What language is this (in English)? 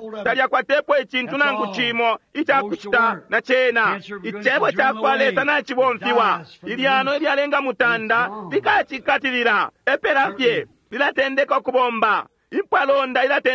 Bemba